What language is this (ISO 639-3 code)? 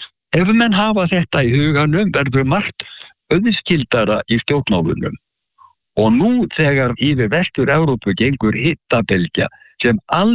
isl